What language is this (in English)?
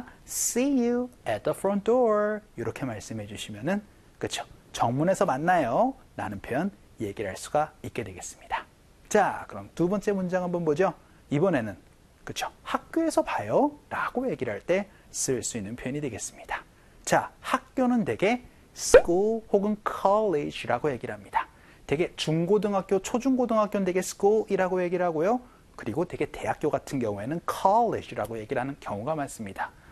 Korean